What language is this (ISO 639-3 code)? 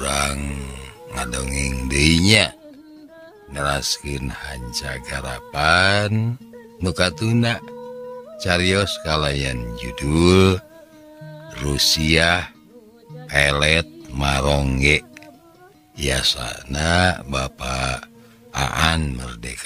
sun